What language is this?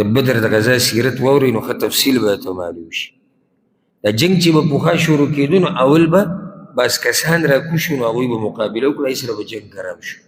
Pashto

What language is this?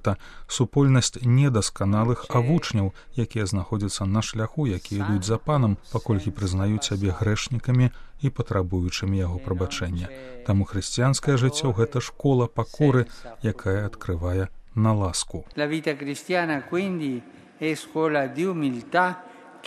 Belarusian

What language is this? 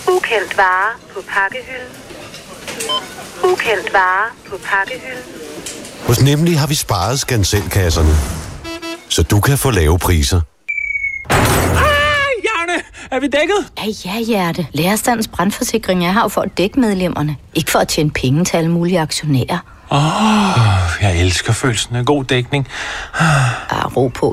Danish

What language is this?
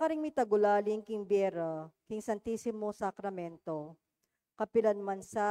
Pampanga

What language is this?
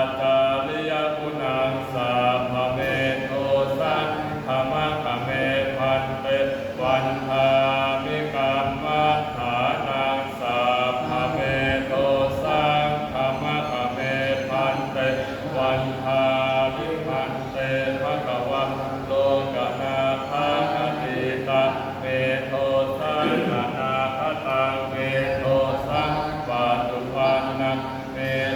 Pali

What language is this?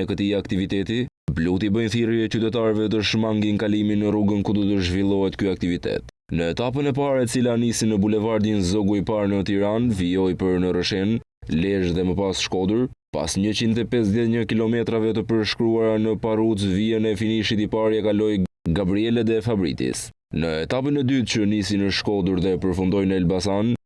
Albanian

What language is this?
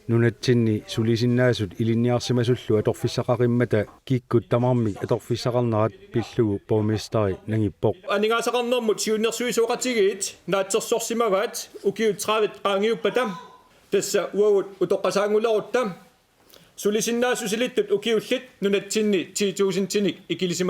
Kalaallisut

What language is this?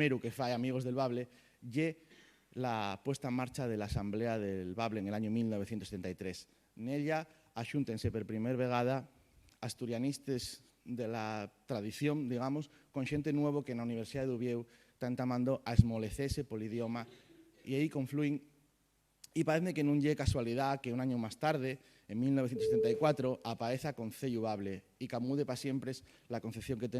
Asturian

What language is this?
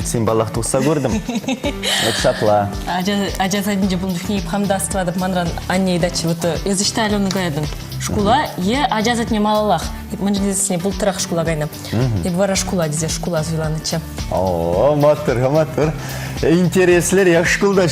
Chuvash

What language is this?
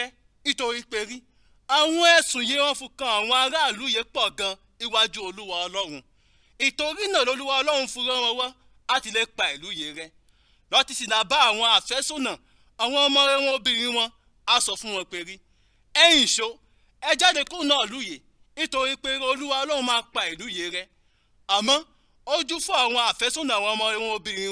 Yoruba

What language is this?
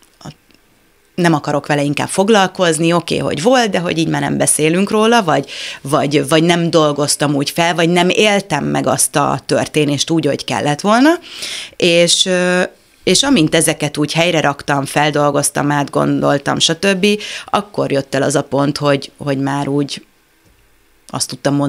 Hungarian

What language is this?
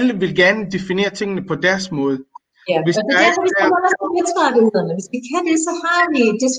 Danish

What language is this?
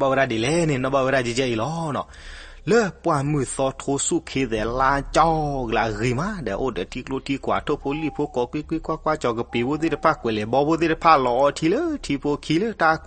S'gaw Karen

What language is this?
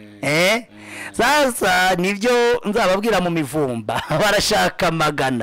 Kinyarwanda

